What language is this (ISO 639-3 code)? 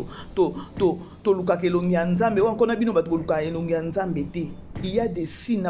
lin